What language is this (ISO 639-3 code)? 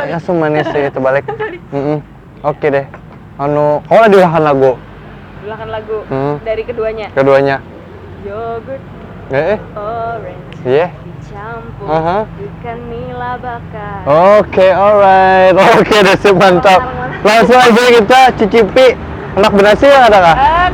bjn